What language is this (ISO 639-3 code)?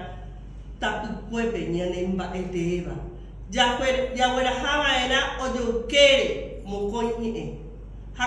grn